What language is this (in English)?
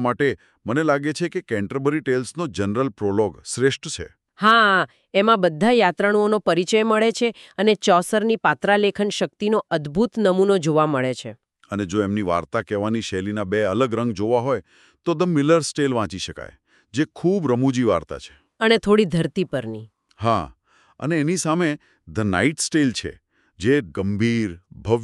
Gujarati